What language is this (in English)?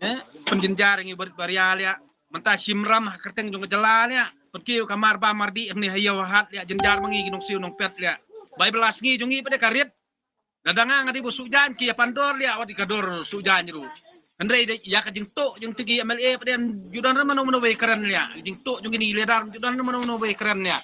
Khasi